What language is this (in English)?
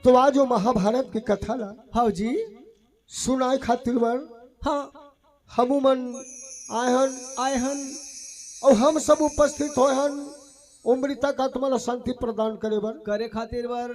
Chhattisgarhi